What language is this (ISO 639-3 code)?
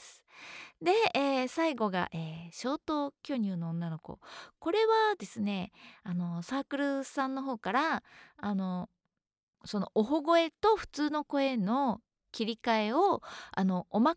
jpn